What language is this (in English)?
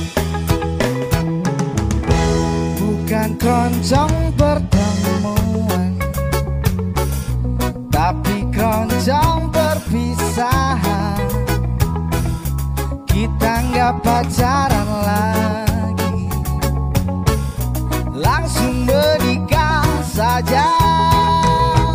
Indonesian